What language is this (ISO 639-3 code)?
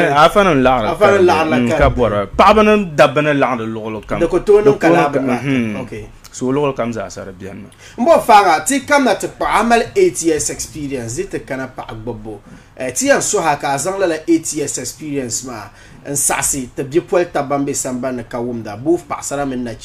dag